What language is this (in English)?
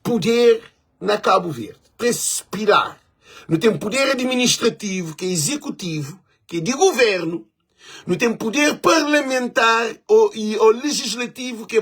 Kabuverdianu